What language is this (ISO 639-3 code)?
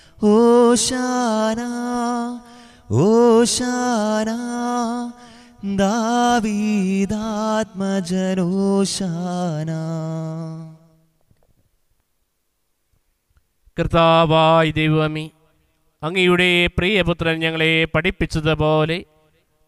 mal